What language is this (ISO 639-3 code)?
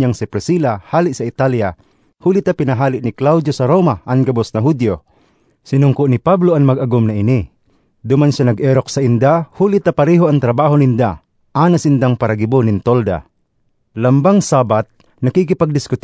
bik